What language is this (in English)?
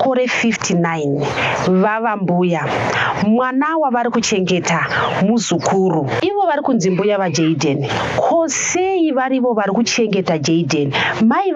Shona